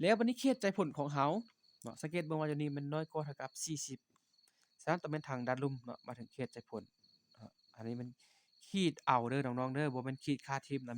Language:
Lao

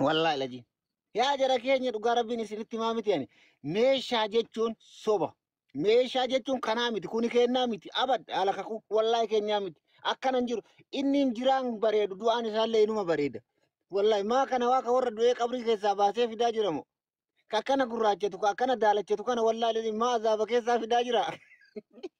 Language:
Oromo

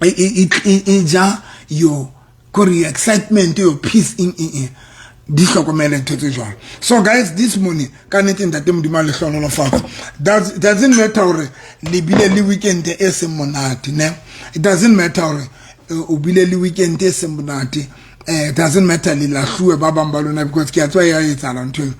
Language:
Southern Sotho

